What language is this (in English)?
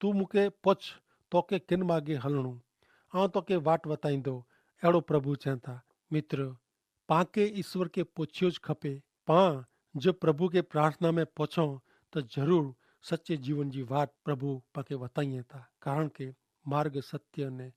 Kachhi